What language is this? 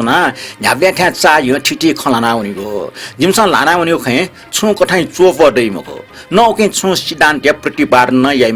Newari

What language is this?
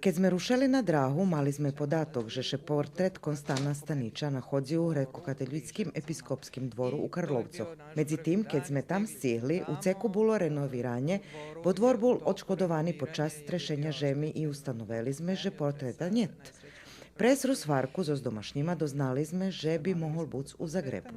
Rusyn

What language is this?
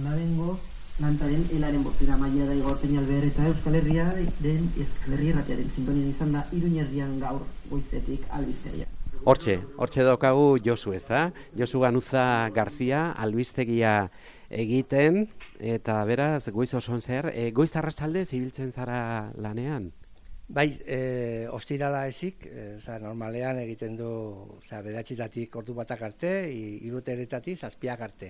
Basque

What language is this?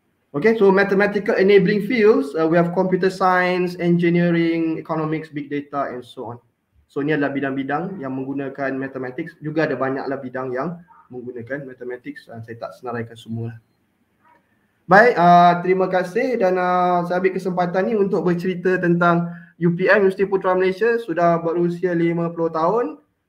Malay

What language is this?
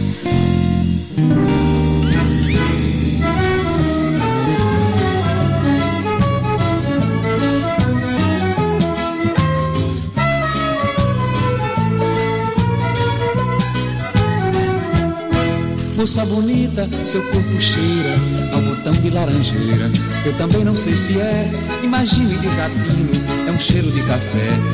Portuguese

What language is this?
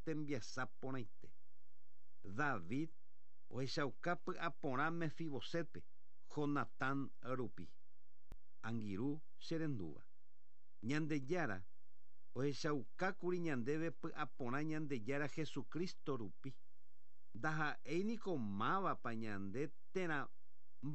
Guarani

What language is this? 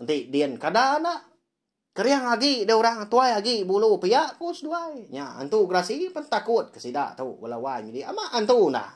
Iban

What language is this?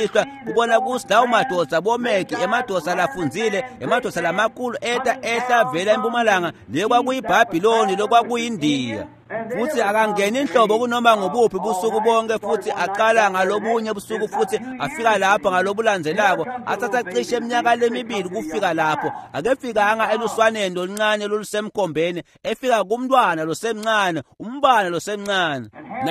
Swati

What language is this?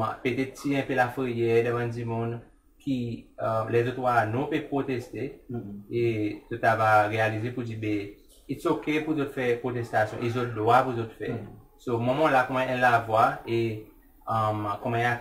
Seselwa Creole French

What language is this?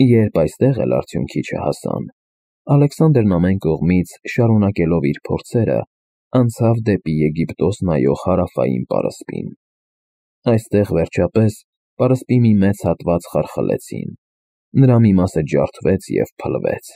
Armenian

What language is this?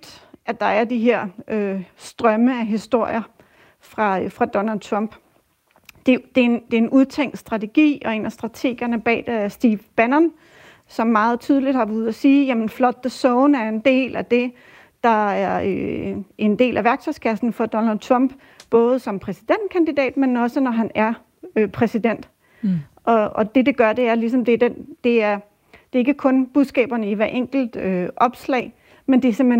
Danish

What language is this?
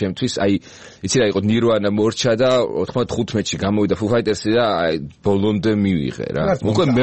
Georgian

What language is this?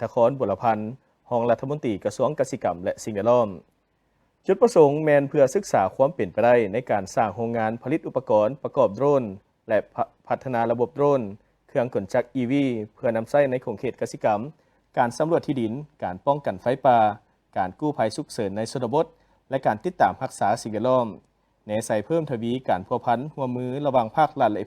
Lao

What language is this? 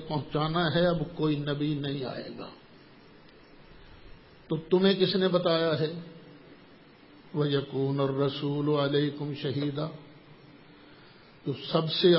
Urdu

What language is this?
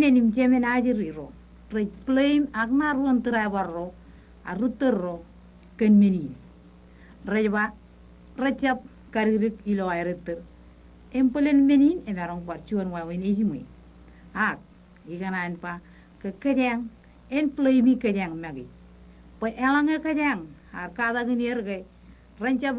Marshallese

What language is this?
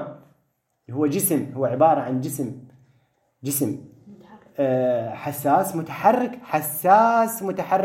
Mesopotamian Arabic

